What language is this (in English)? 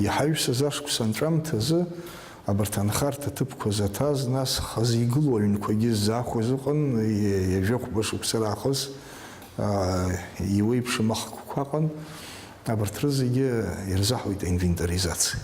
Abkhazian